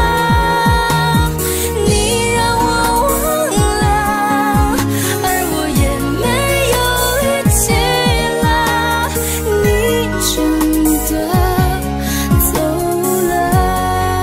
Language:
Chinese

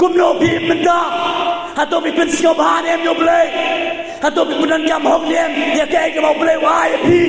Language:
Khasi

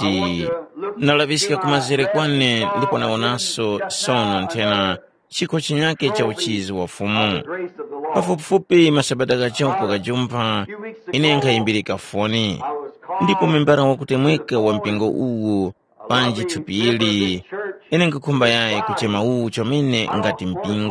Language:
Tumbuka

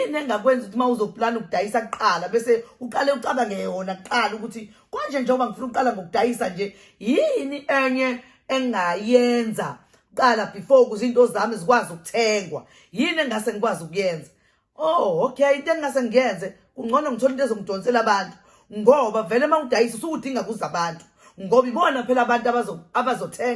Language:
Zulu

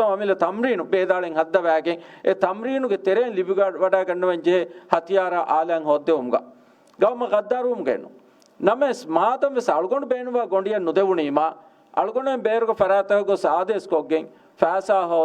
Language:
Divehi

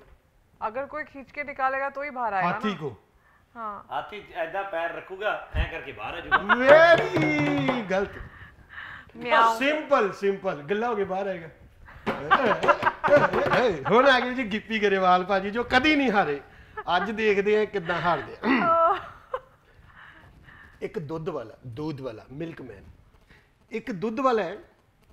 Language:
Punjabi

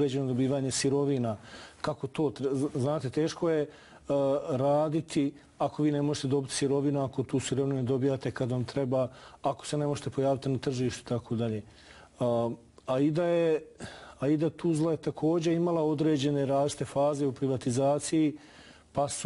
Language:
Bosnian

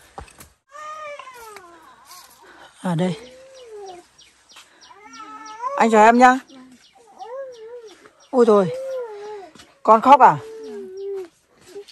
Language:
Vietnamese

